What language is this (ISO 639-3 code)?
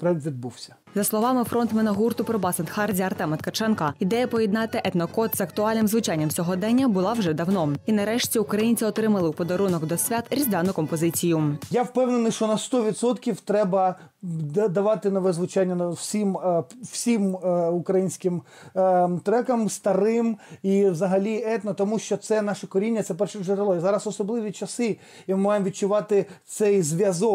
ukr